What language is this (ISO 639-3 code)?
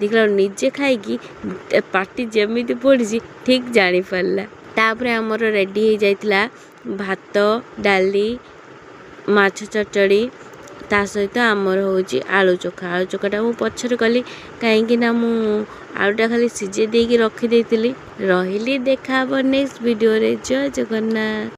ori